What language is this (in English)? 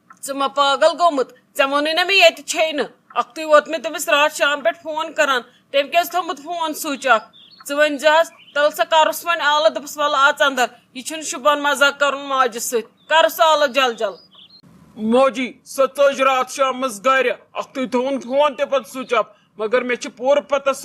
Kashmiri